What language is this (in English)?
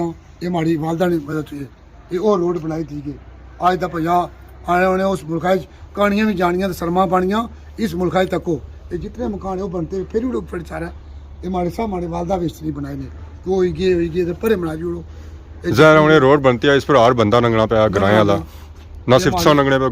Pahari-Potwari